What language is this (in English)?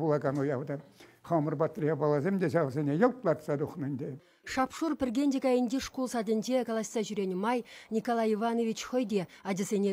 Chuvash